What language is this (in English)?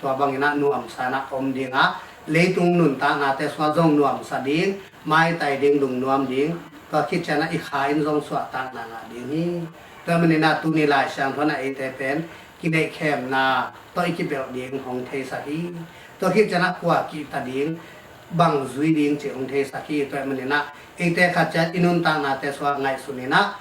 Tedim Chin